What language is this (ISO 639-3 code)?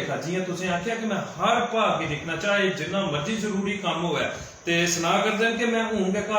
doi